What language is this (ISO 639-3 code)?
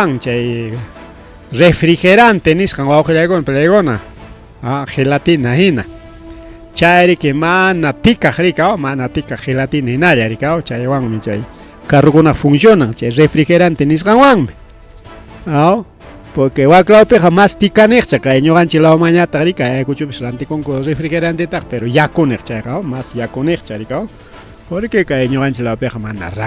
quy